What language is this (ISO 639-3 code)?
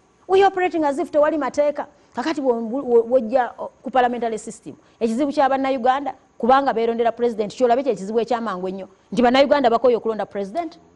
lug